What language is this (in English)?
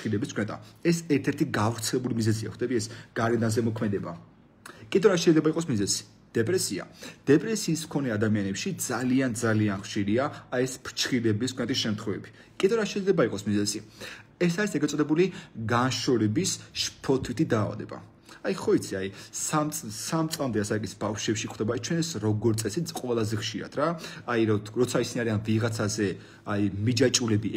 Georgian